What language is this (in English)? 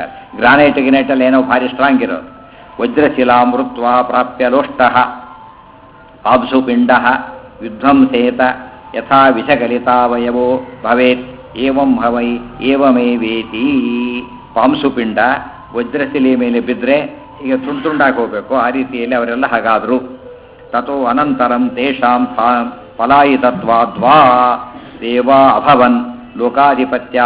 Kannada